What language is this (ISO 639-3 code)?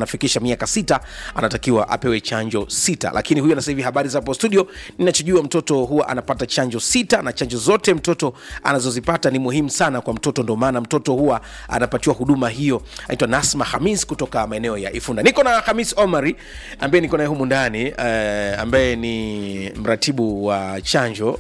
swa